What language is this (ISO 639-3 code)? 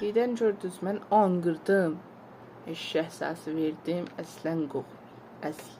azb